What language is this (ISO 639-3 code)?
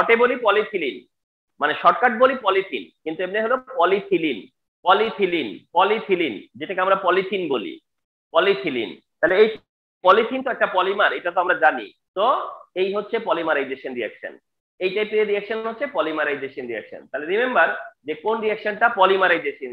ben